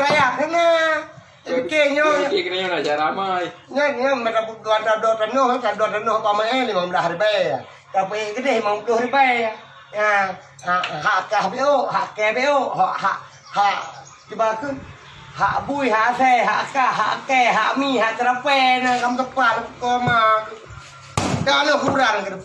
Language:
Achinese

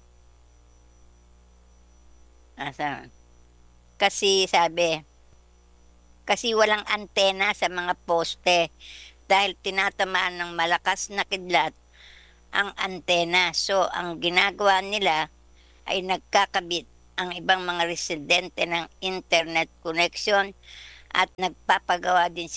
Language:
Filipino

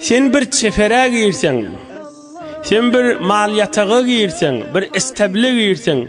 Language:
Turkmen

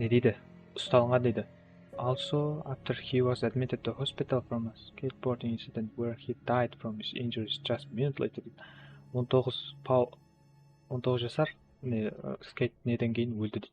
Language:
Kara-Kalpak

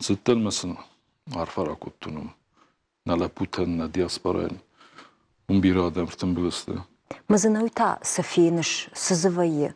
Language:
Ossetic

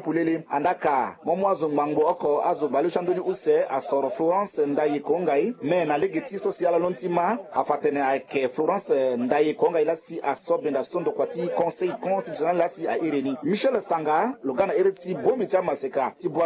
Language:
Sango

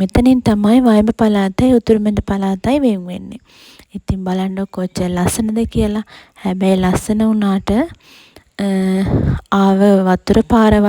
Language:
Sinhala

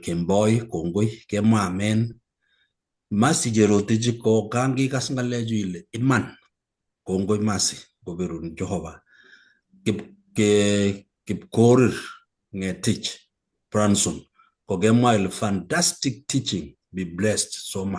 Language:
Kalenjin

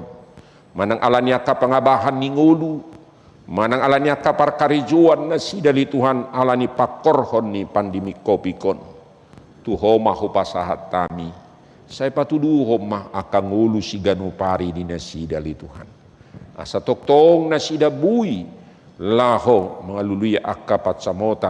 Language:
Batak Toba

